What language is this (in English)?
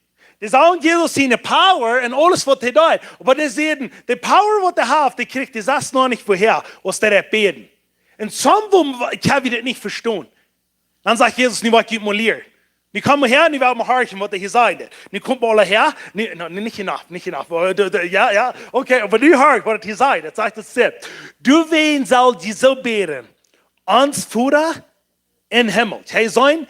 Plautdietsch